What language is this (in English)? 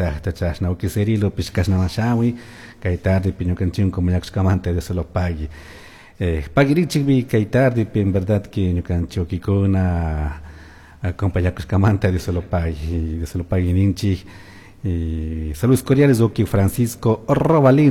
Chimborazo Highland Quichua